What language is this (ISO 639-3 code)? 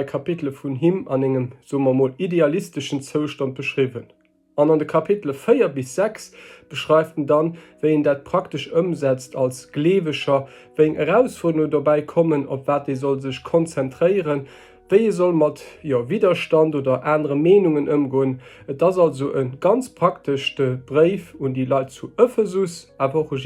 ltz